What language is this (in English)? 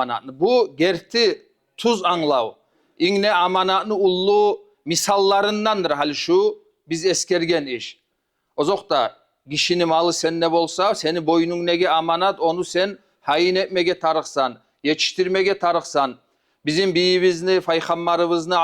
Kumyk